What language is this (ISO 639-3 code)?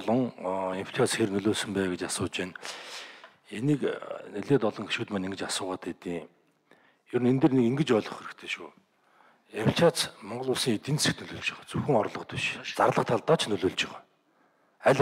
mon